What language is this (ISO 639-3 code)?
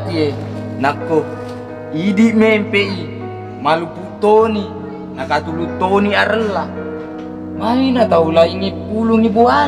bug